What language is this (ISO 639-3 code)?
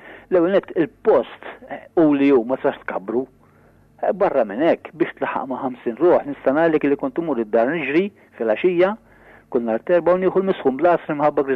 mlt